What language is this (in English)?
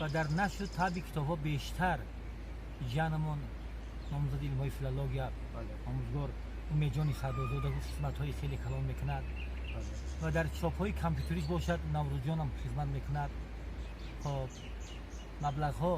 Tajik